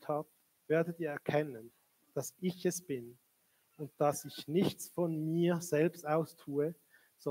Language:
Swiss German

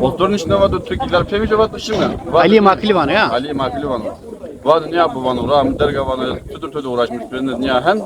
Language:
Zaza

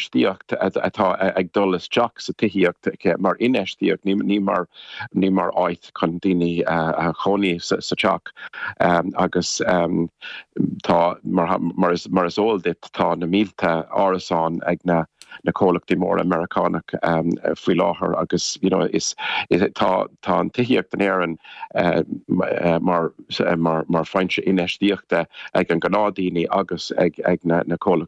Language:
Irish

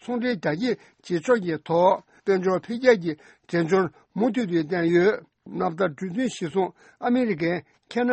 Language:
Tibetan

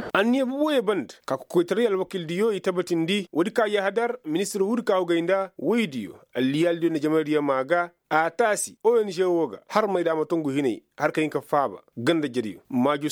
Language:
Koyraboro Senni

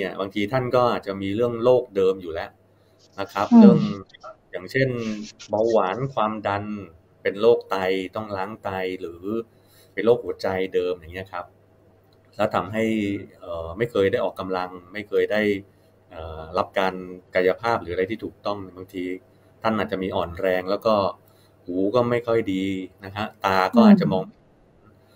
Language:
Thai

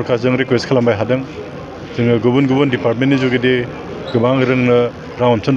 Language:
Bodo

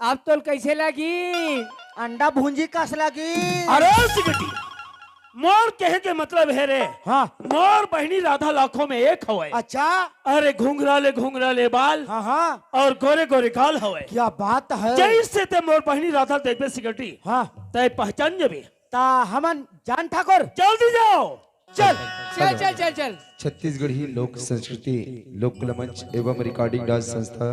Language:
Chhattisgarhi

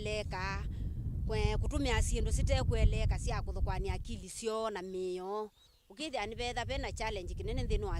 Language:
Kamba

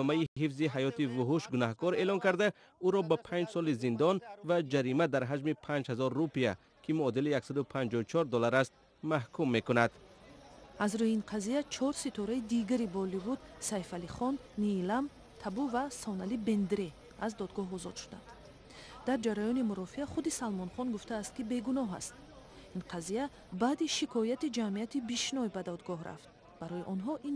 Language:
Tajik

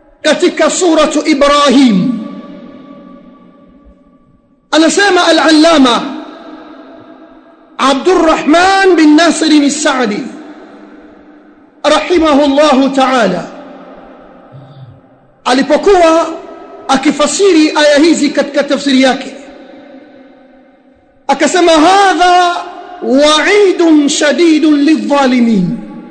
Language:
Swahili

